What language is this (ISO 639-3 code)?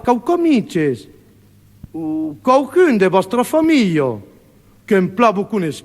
oci